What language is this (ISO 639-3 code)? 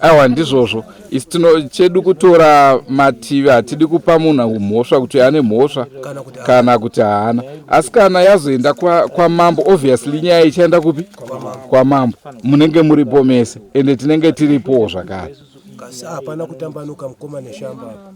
sna